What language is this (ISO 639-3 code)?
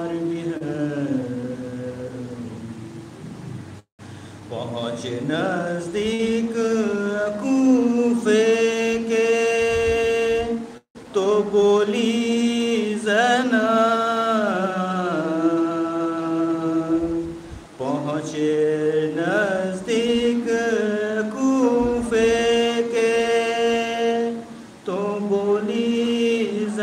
urd